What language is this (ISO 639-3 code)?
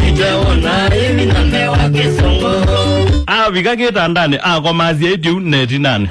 kam